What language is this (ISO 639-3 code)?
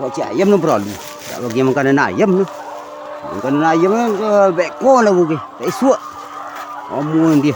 min